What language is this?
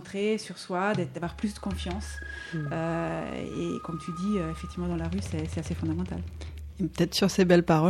French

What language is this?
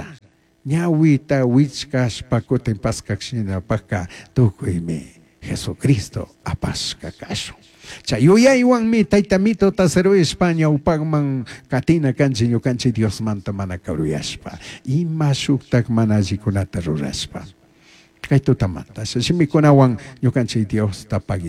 Chimborazo Highland Quichua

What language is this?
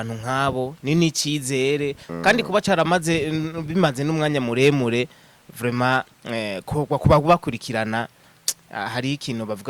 Rundi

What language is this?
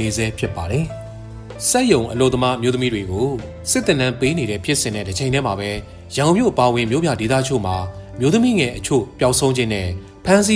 Burmese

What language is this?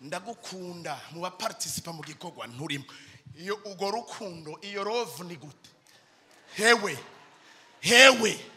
Rundi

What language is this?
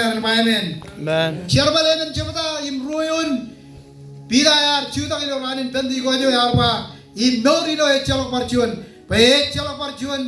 Marshallese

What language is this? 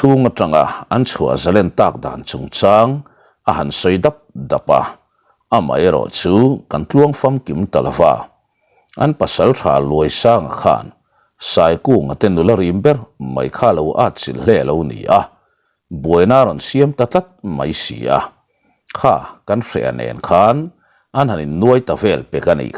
Mizo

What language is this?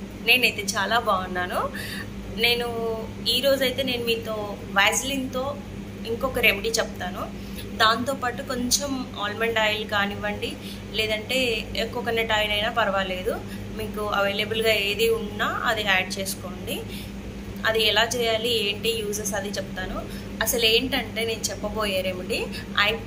Telugu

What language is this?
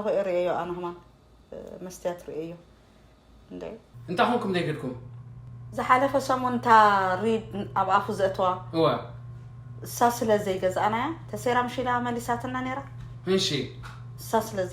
Tigrinya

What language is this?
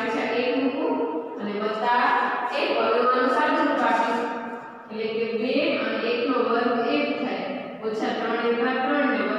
Gujarati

